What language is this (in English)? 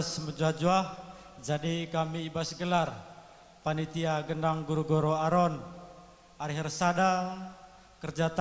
Batak Karo